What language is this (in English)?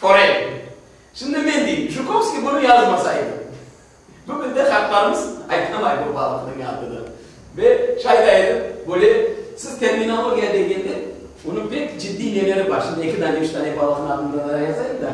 Crimean Tatar